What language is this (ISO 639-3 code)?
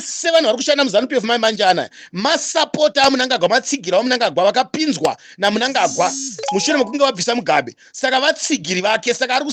sna